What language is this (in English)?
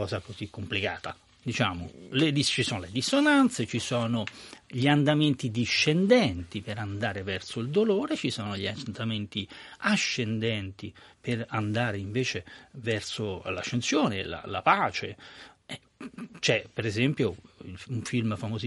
Italian